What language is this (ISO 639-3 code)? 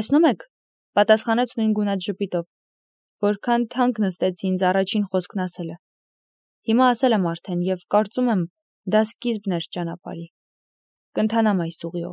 hye